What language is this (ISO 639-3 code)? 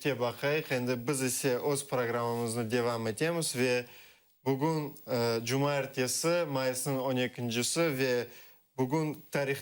crh